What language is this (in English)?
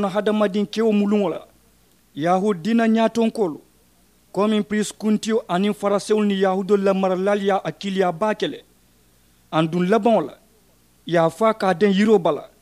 Mandingo